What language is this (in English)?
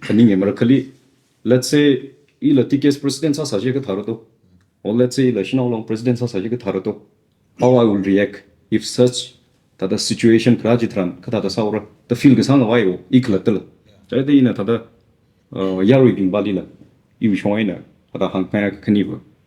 Tangkhul Naga (India)